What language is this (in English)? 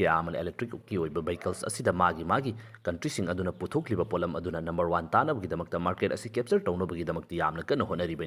Manipuri